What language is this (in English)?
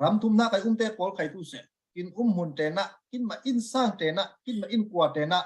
Falam Chin